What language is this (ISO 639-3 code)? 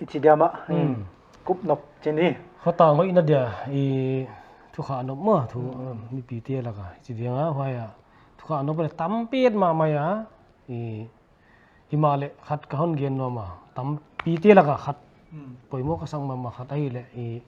pck